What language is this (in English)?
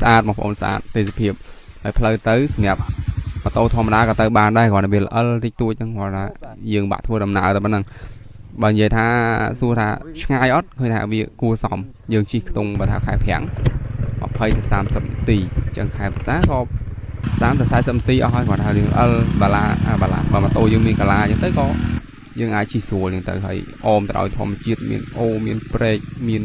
Khmer